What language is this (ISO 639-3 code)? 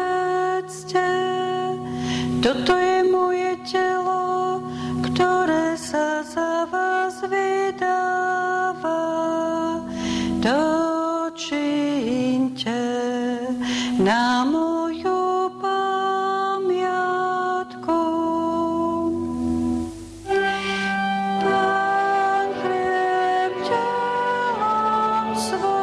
slk